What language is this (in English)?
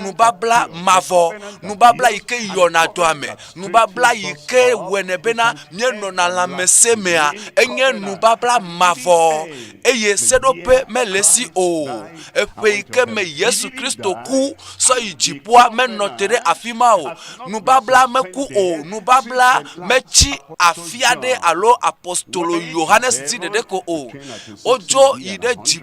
Ewe